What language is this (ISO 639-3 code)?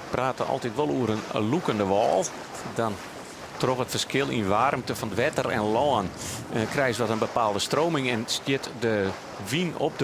fry